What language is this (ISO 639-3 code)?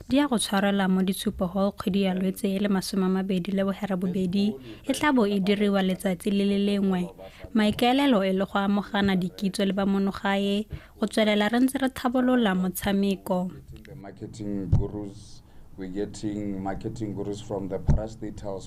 tsn